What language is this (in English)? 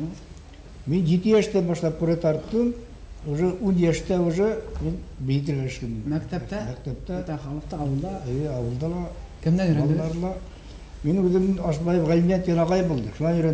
Bashkir